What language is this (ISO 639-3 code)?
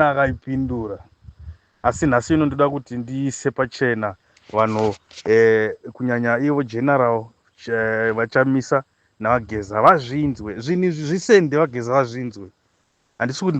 sna